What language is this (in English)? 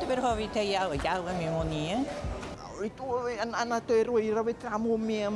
Tahitian